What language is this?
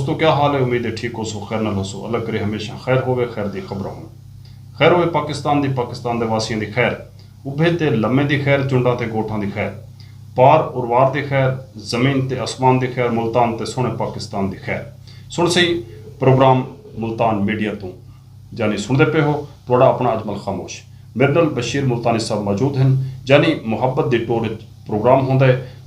Saraiki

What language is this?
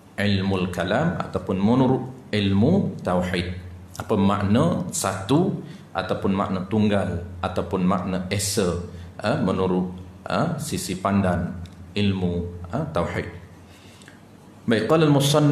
Malay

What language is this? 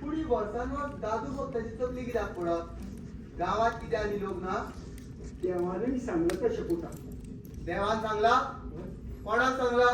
Konkani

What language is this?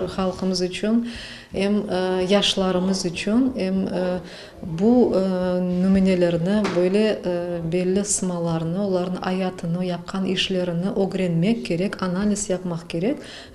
Crimean Tatar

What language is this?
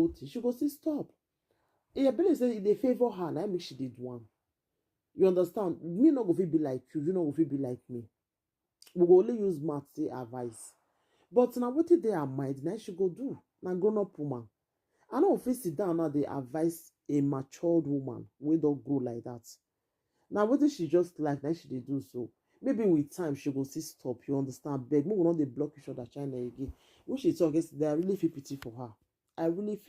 Nigerian Pidgin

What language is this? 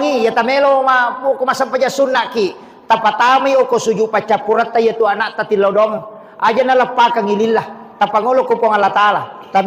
Buginese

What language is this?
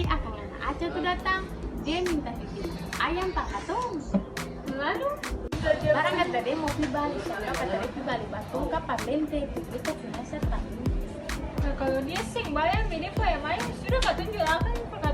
Ambonese Malay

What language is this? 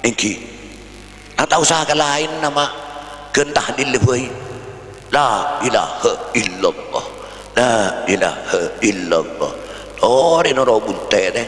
Madurese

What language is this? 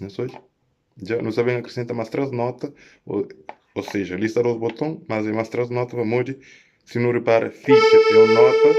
Kabuverdianu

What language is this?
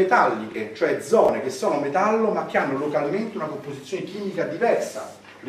Italian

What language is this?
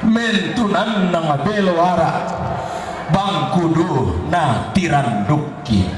Toraja-Sa'dan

